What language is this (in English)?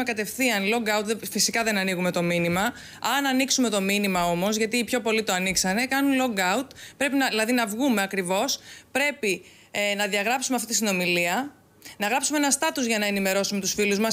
Greek